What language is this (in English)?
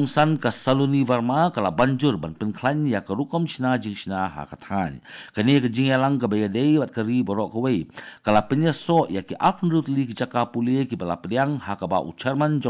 Khasi